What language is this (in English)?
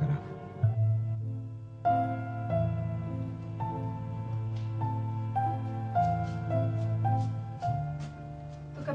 Greek